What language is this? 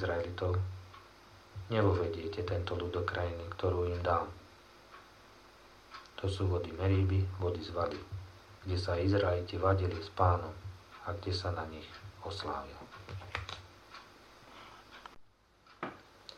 Slovak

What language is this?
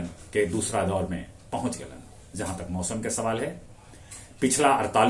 Magahi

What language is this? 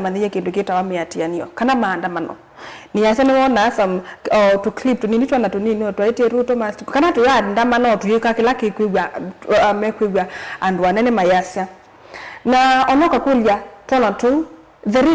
Kamba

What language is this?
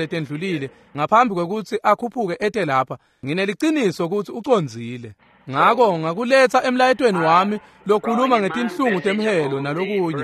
Swati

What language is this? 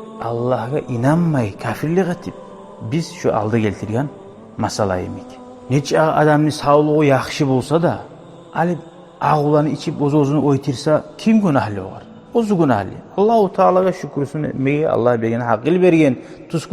Kumyk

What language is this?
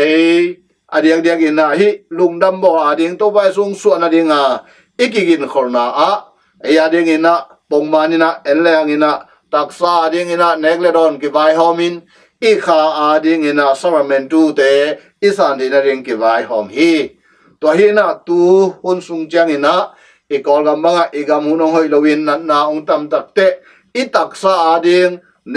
Tedim Chin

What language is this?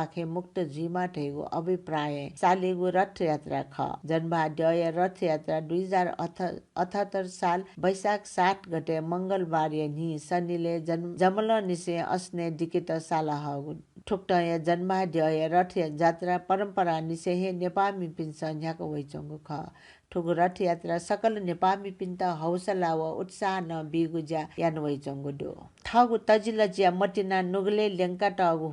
Newari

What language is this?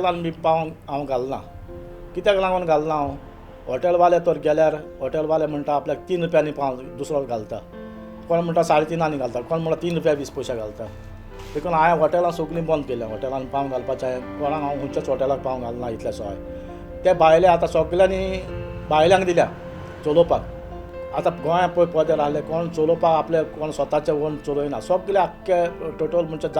Konkani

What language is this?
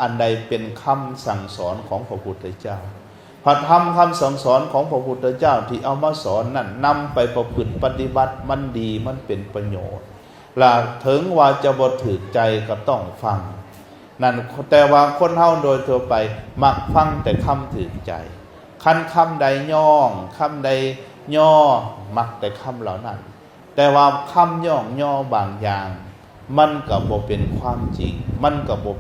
Lao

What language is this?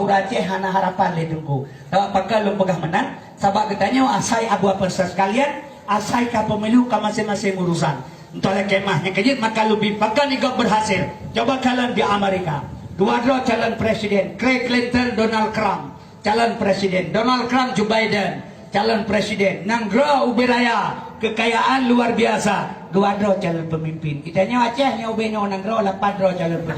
Achinese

